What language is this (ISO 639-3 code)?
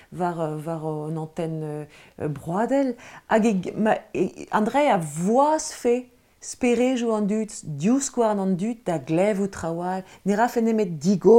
bre